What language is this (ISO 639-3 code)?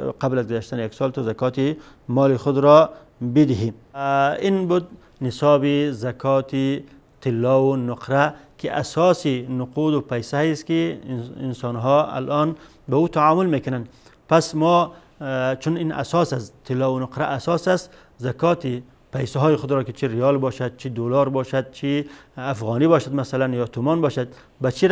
fas